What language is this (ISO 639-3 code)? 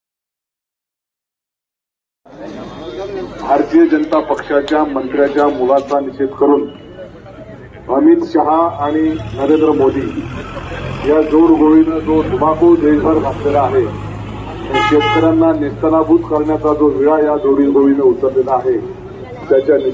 mar